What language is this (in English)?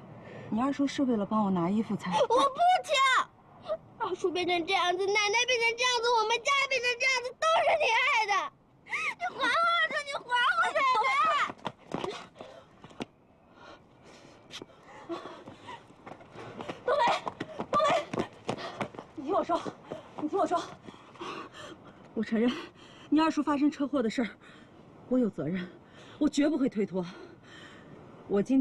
Chinese